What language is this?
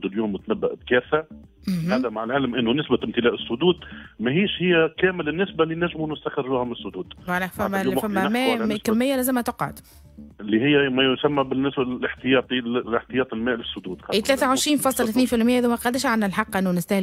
Tunisian Arabic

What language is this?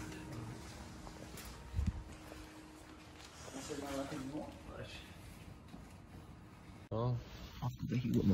Icelandic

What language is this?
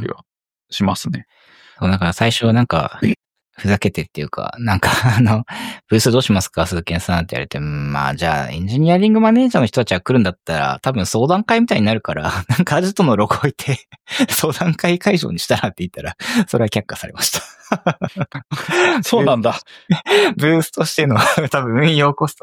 Japanese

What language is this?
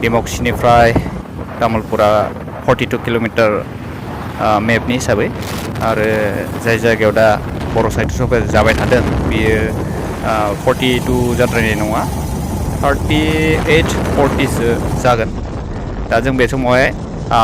Bodo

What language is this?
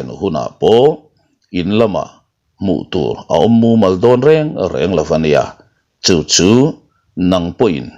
Mizo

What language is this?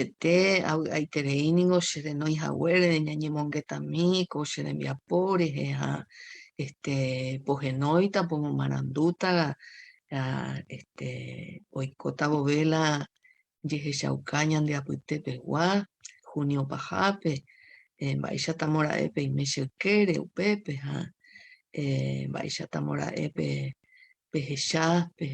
Guarani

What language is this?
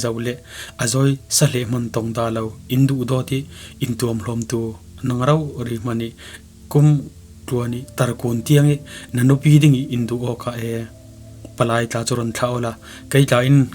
Falam Chin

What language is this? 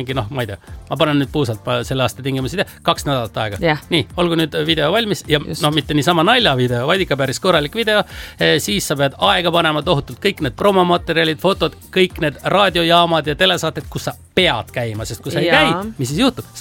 Estonian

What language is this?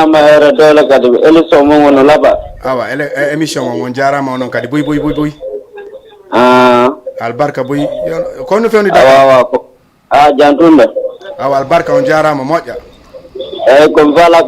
Fula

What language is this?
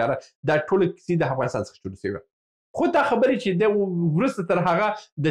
Pashto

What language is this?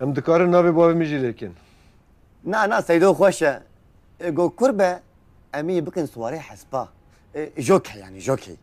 Kurdish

